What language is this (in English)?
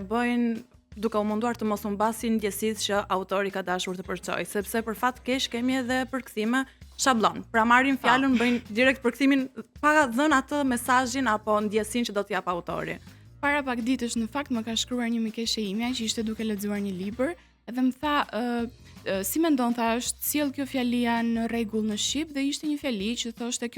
Albanian